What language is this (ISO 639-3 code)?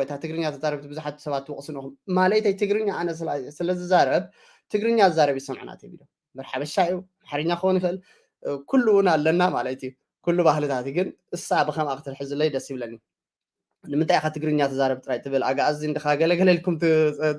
tir